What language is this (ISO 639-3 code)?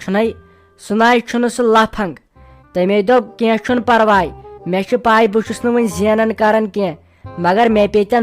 kas